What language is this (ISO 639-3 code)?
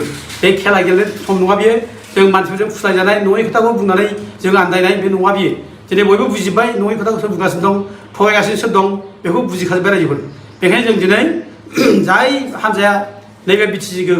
brx